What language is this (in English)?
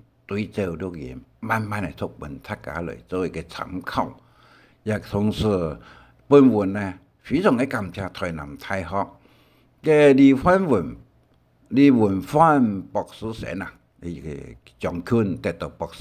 Hakka Chinese